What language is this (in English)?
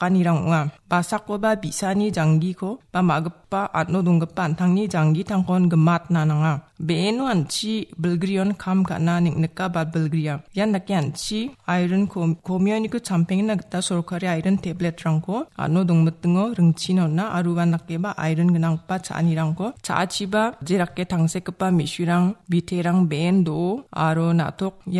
Garo